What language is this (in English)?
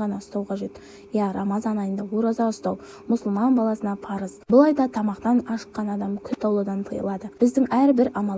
Kazakh